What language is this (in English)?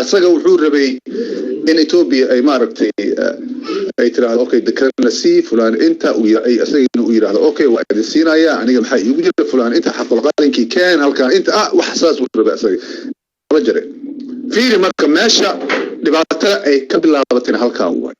Somali